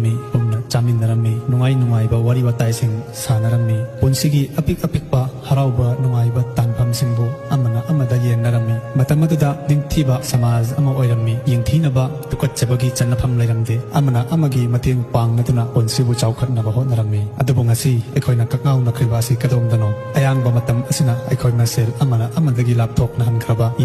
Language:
Manipuri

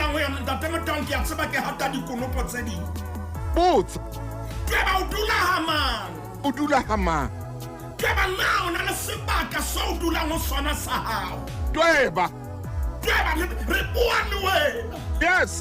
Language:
Southern Sotho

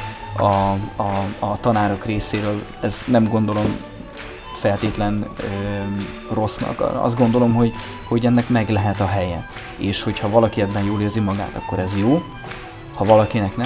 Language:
Hungarian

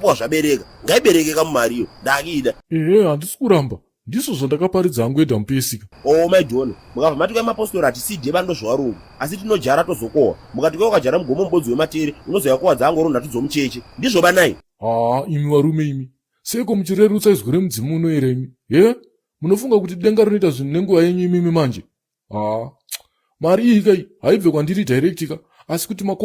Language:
Shona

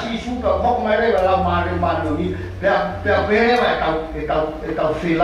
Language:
Tongan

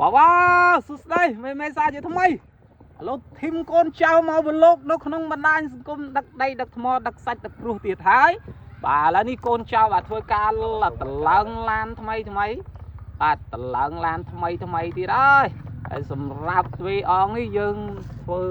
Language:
Khmer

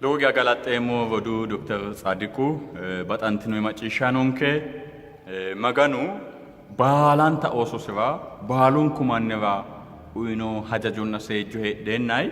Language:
Sidamo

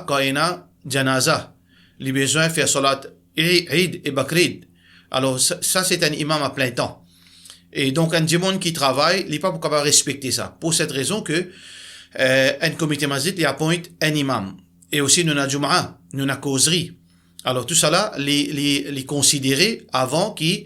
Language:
Morisyen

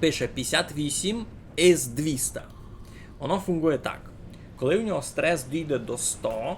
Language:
Rusyn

